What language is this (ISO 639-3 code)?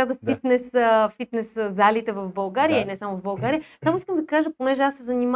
bul